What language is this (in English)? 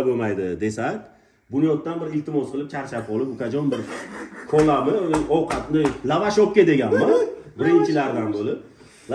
Uzbek